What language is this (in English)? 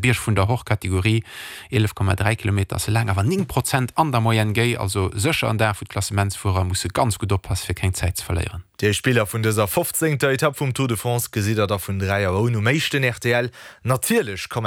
Luxembourgish